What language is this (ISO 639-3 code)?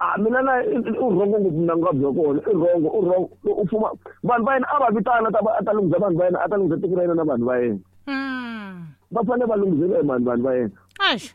tso